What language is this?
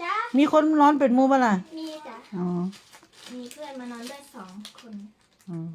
Northeastern Thai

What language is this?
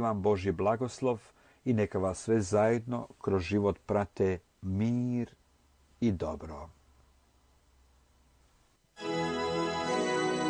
Croatian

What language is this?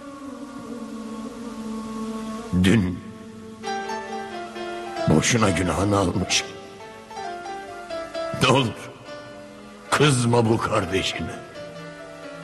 Turkish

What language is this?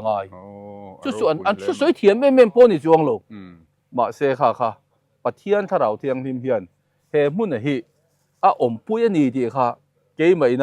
Mizo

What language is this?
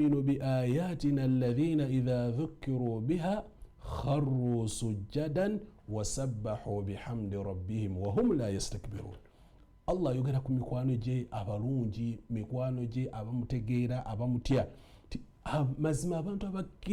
Ganda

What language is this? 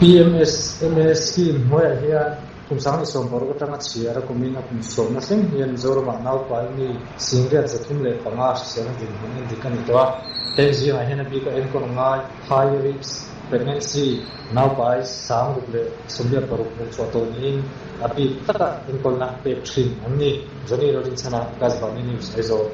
Mizo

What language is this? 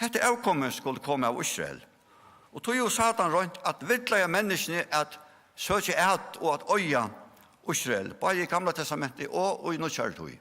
Faroese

